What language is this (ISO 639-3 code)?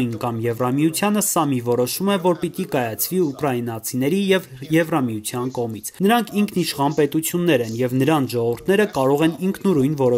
hye